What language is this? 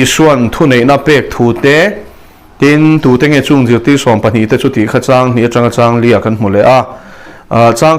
Mizo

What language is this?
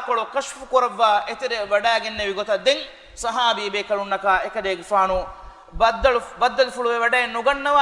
Divehi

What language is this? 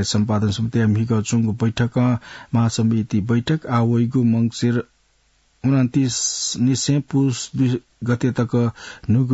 Newari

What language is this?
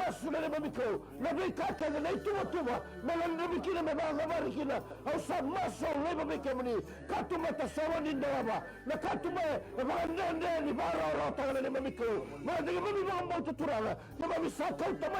Fijian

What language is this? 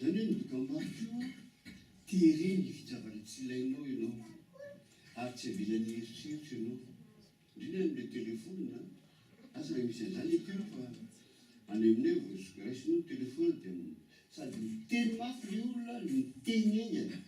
Malagasy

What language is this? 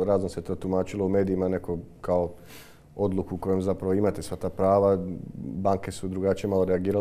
Croatian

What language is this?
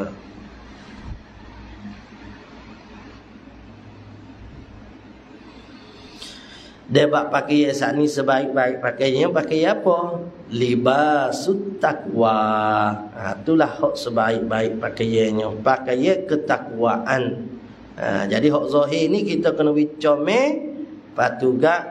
Malay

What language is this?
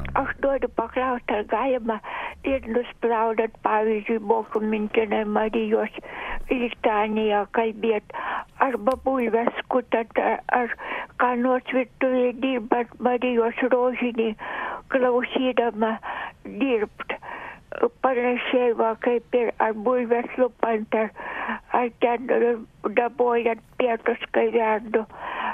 Lithuanian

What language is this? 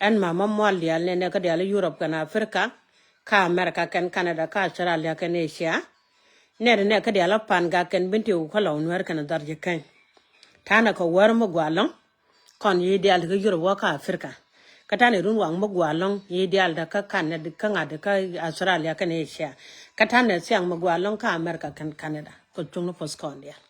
Nuer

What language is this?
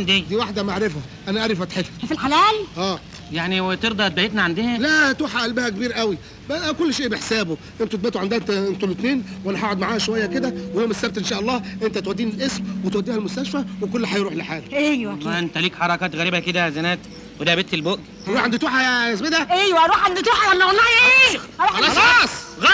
Egyptian Arabic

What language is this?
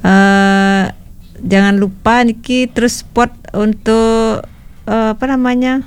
Balinese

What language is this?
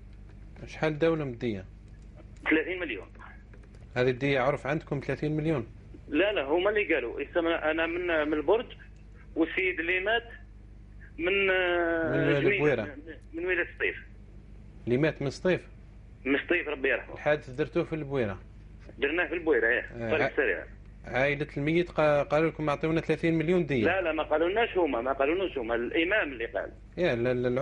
Algerian Arabic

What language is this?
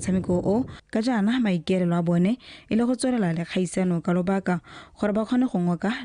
Tswana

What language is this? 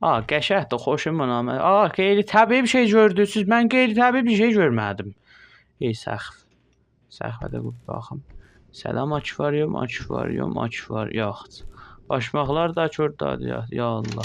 South Azerbaijani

